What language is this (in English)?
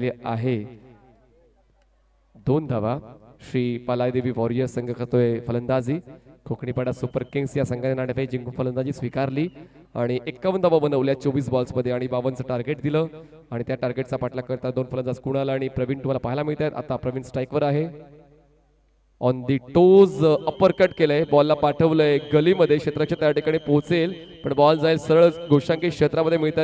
Marathi